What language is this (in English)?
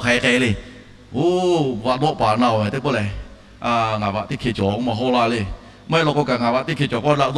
Lahu